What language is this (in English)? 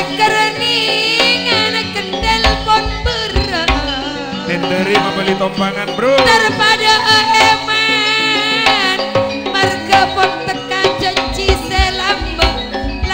Madurese